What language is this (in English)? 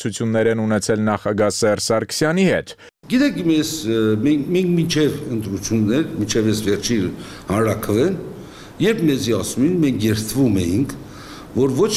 Armenian